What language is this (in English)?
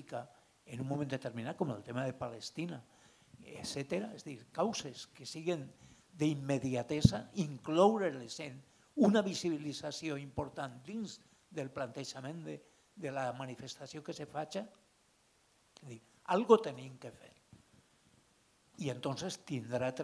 Catalan